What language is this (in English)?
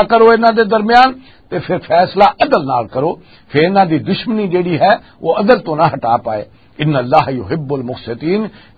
Western Panjabi